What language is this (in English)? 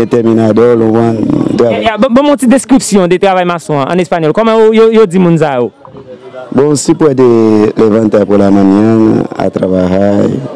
Haitian Creole